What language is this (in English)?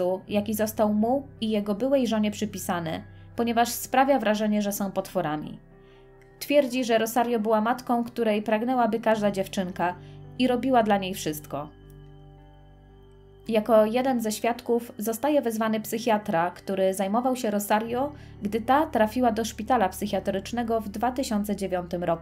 Polish